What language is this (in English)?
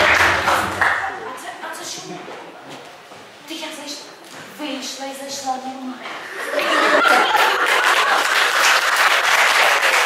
Ukrainian